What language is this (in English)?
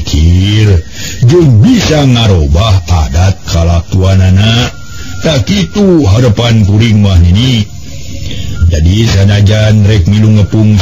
Sundanese